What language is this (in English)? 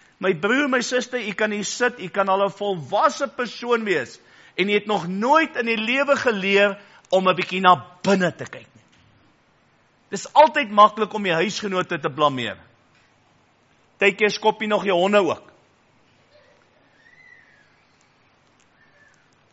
Afrikaans